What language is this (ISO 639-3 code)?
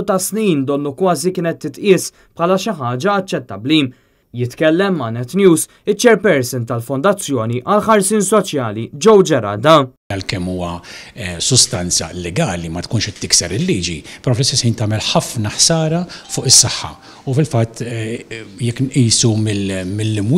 mlt